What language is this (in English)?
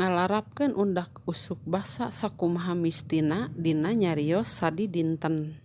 Sundanese